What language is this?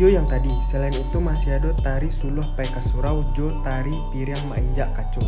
Minangkabau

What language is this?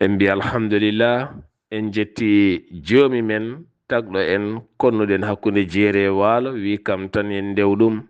Fula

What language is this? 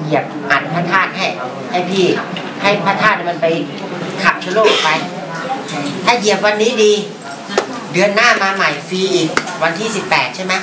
Thai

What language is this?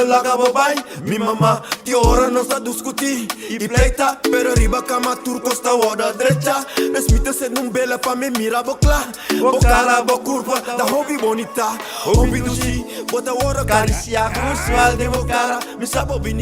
Papiamento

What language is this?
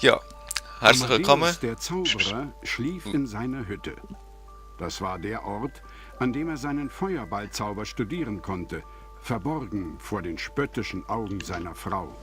Swiss German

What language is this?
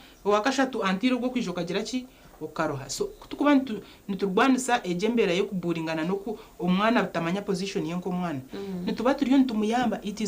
Nyankole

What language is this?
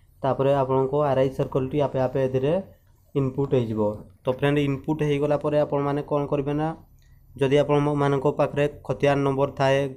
Odia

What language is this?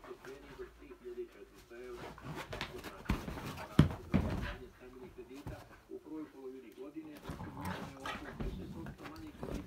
Croatian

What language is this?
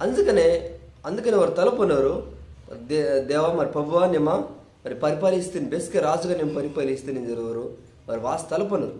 Koya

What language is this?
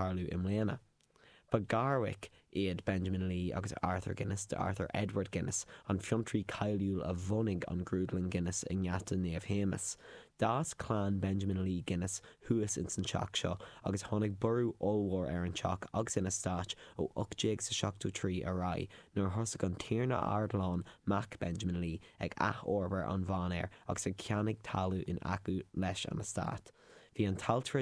Irish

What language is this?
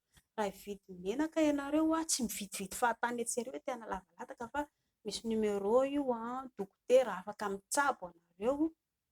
Malagasy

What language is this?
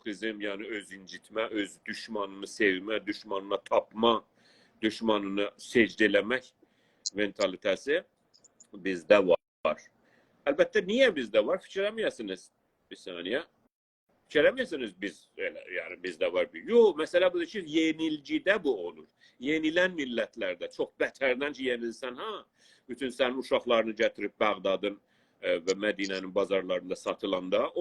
South Azerbaijani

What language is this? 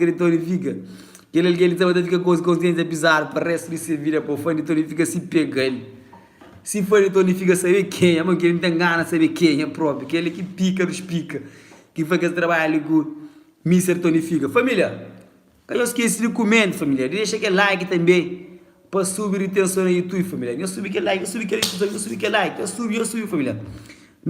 Kabuverdianu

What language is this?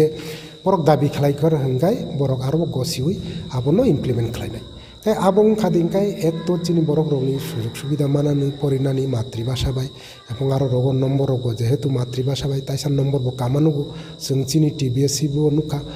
Kok Borok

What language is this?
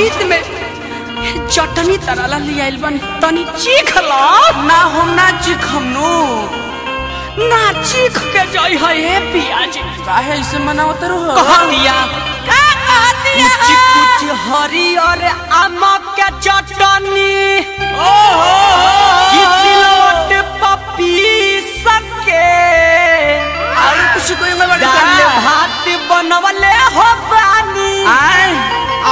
Bhojpuri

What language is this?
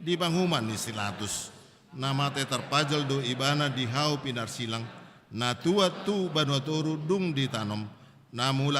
Batak Toba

